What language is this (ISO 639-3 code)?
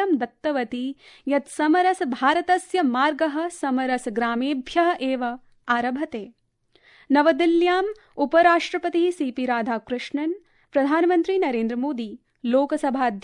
san